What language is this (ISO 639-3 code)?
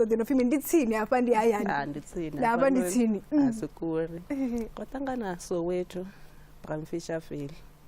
ven